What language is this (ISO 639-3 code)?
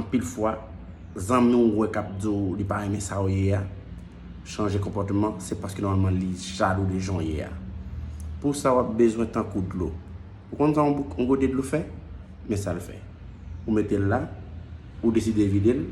hat